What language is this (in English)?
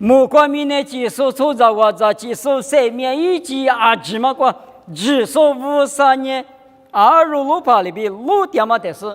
Lisu